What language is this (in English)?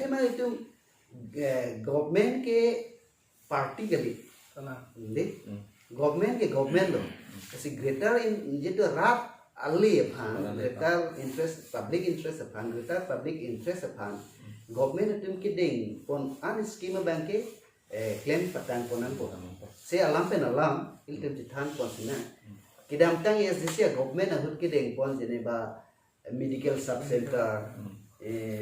Karbi